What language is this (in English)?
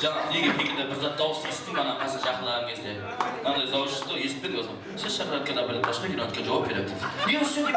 Kara-Kalpak